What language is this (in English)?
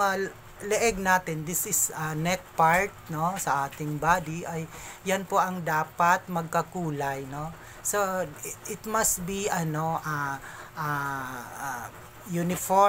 Filipino